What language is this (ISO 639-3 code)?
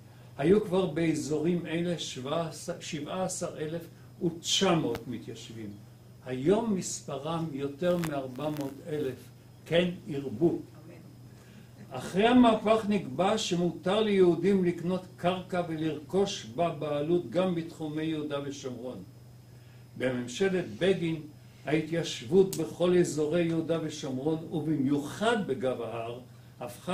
heb